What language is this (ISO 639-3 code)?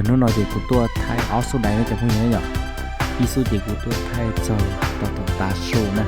hmn